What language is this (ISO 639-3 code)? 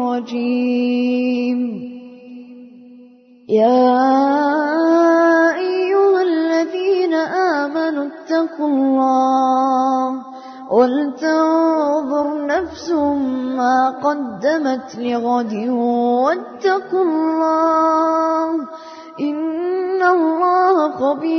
ara